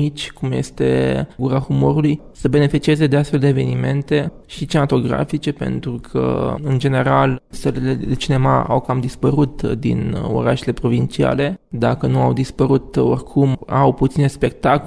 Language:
Romanian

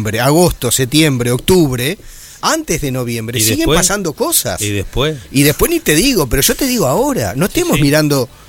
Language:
Spanish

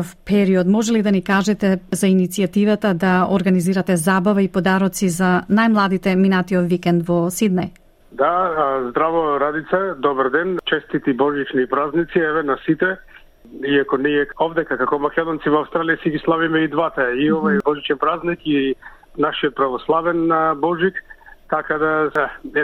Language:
Macedonian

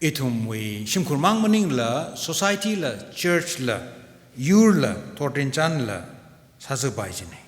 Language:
Tangkhul Naga (India)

